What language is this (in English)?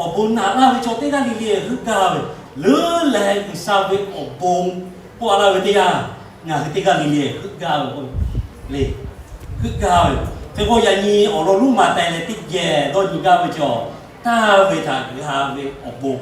Lahu